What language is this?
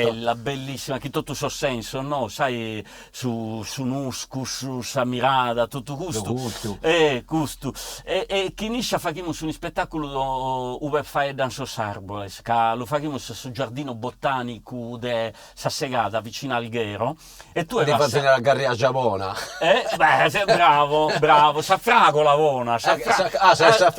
Sardinian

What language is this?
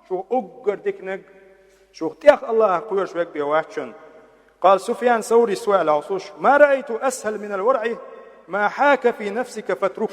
Chechen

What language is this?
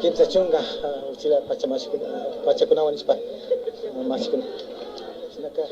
Imbabura Highland Quichua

